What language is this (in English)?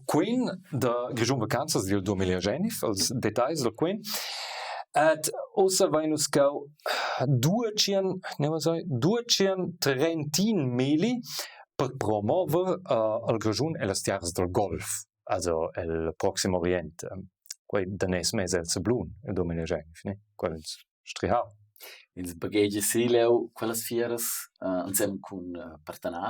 Romansh